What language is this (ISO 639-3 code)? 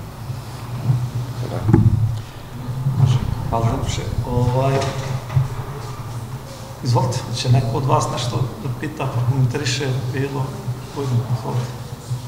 srp